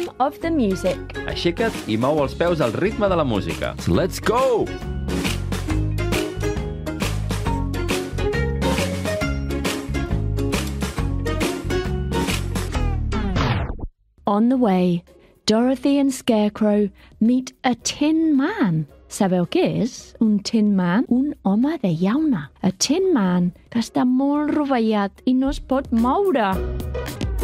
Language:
Catalan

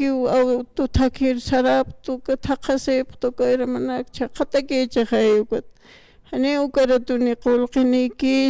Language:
Aymara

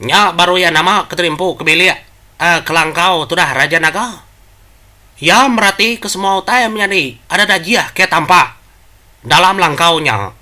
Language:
Iban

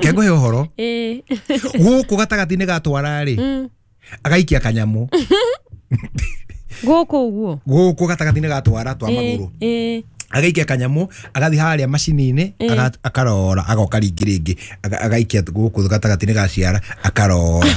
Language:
Kikuyu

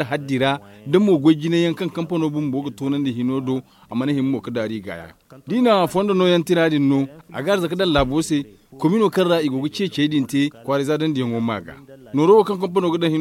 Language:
Zarma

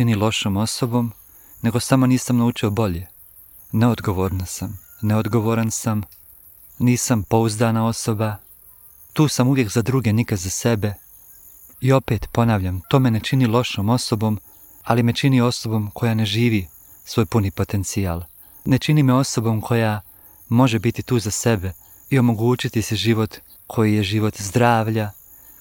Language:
Croatian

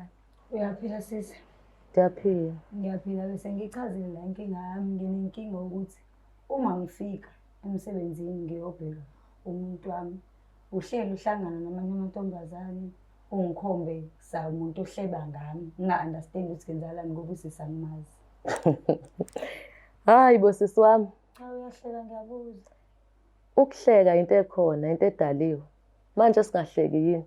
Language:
Zulu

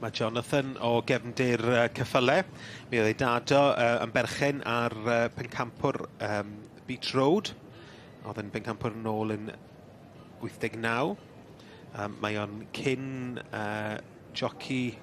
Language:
Welsh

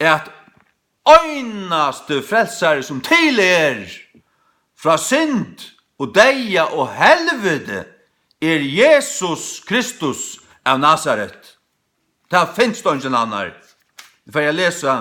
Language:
Faroese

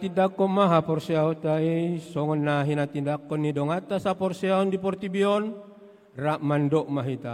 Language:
Batak Toba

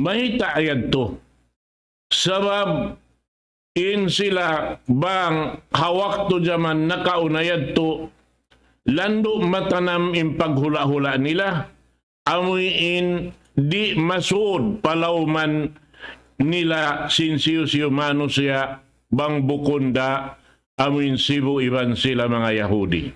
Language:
Tausug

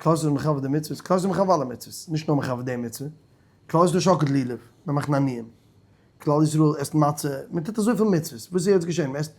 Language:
Yiddish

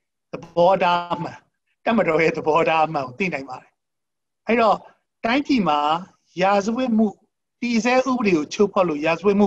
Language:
Burmese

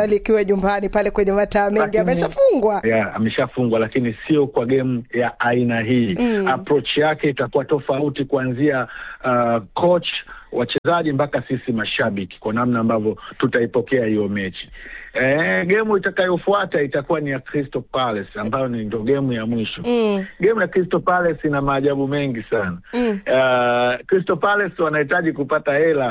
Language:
Swahili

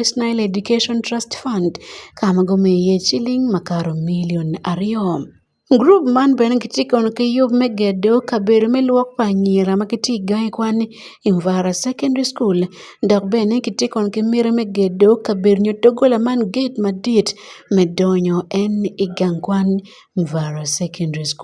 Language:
Acoli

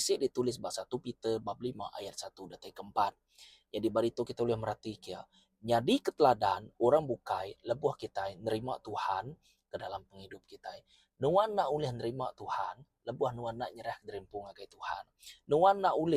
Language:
Iban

